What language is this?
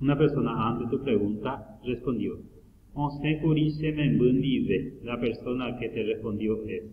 Guarani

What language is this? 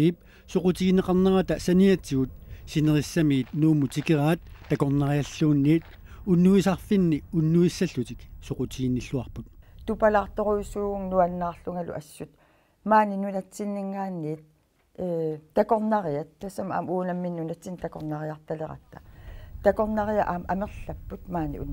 Kalaallisut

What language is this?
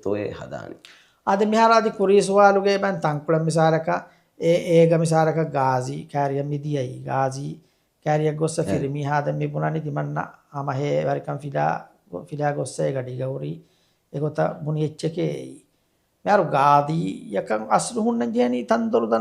Divehi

